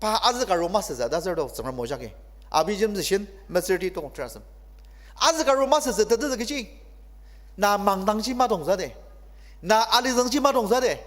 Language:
Ao Naga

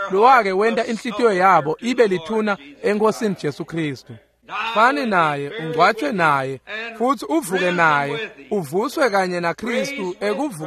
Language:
Swati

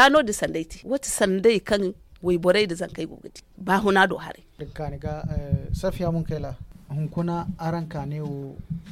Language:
Zarma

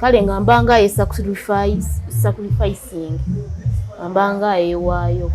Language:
Ganda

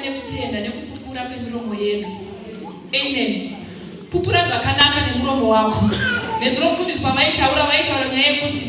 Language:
Shona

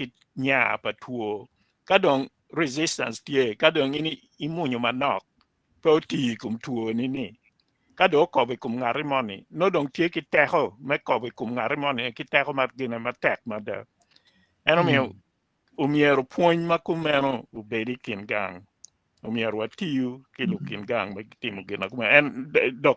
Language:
Acoli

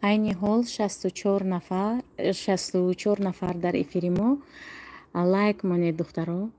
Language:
Tajik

